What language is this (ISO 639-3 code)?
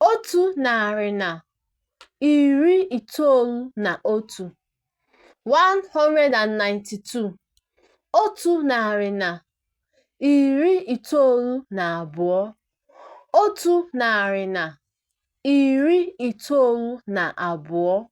ibo